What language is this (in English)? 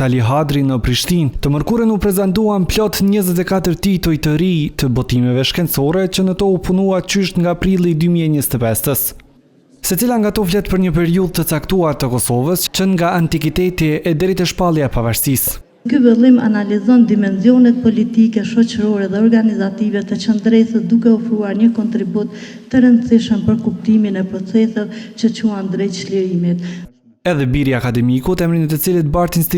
Albanian